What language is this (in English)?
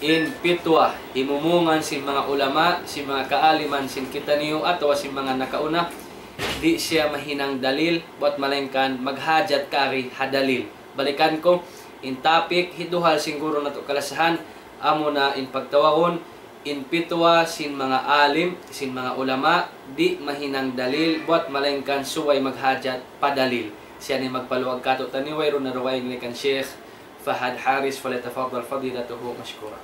Tausug